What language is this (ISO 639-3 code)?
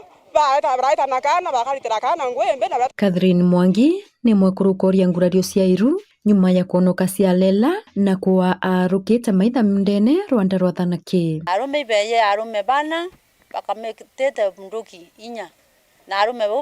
mer